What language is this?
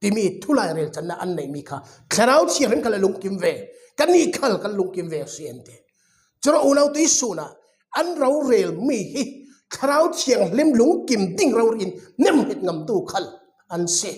Falam Chin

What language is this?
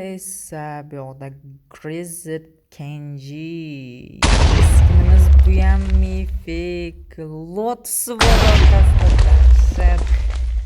Uzbek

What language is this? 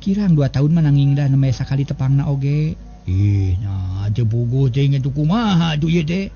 Sundanese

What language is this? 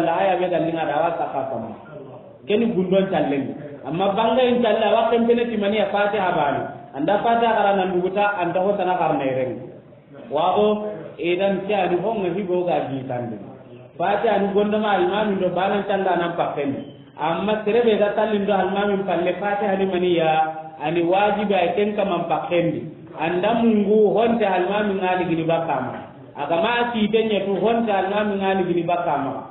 Soninke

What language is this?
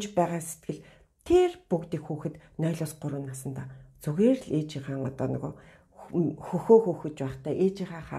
Mongolian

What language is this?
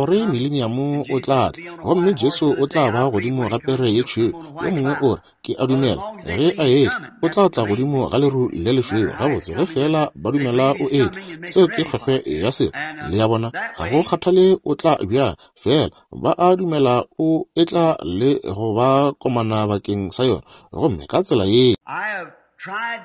Northern Sotho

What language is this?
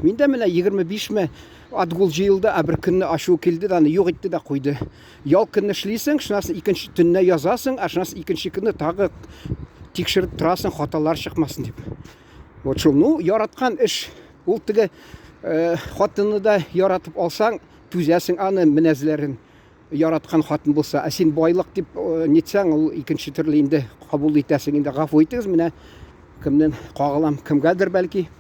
Tatar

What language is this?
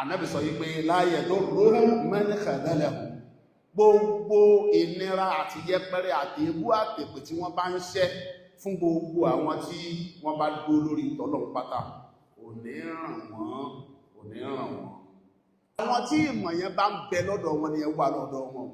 Yoruba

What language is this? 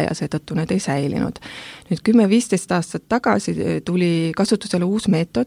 Estonian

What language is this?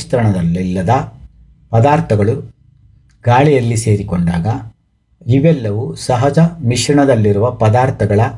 Kannada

